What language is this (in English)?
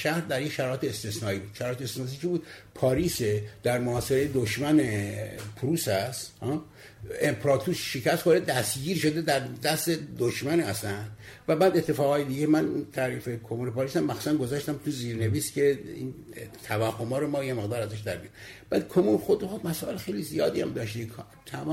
Persian